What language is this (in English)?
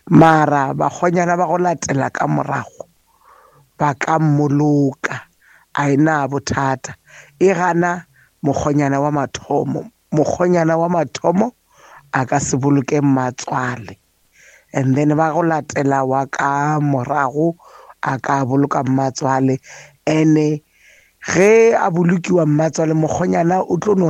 Northern Sotho